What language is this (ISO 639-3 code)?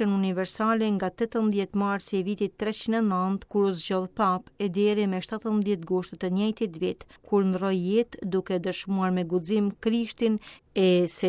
sqi